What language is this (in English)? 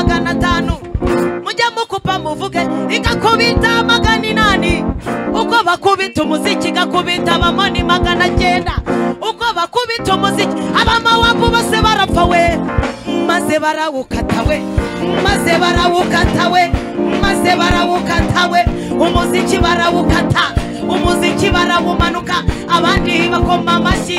Kinyarwanda